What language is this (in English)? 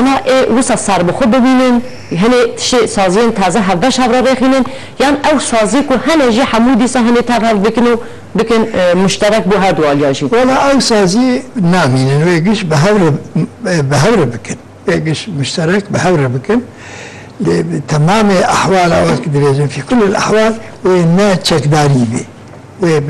Kurdish